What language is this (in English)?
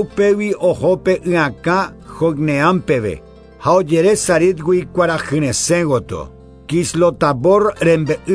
Guarani